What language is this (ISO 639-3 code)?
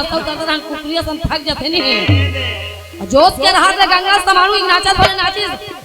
hne